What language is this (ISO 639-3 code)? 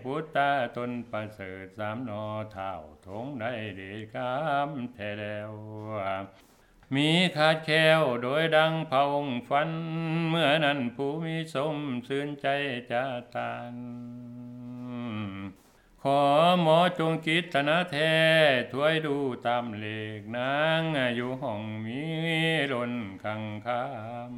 tha